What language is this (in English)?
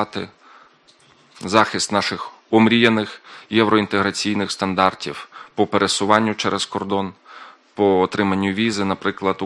Ukrainian